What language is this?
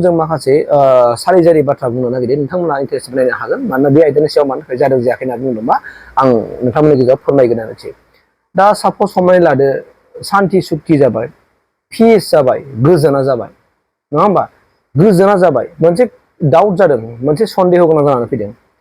Bodo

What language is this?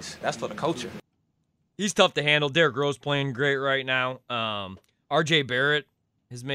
English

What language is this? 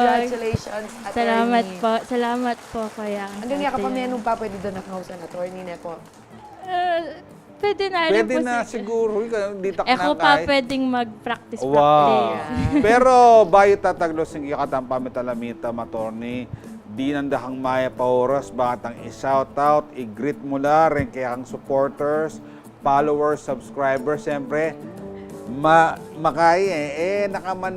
Pampanga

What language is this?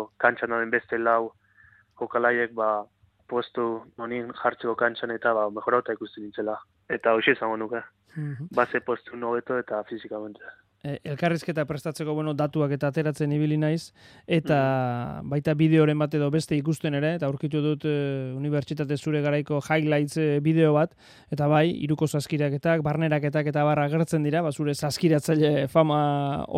Basque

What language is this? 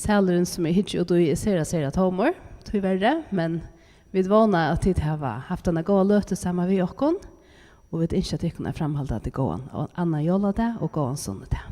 Faroese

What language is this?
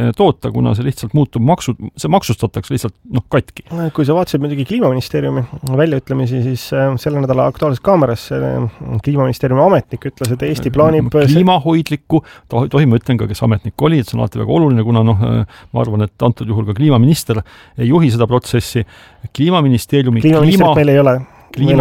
Estonian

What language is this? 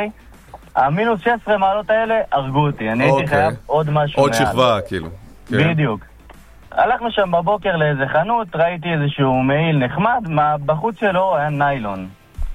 Hebrew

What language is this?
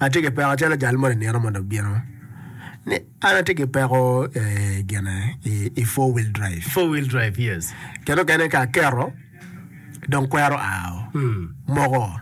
Acoli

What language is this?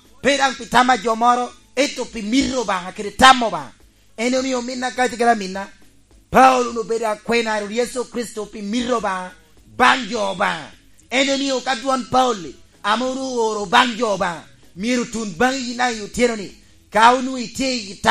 Lango (Uganda)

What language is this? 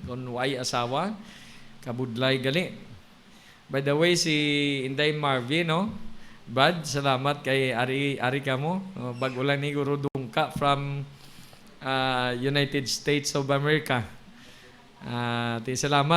Hiligaynon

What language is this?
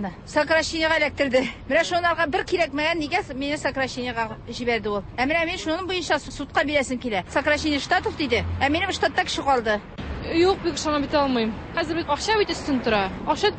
Tatar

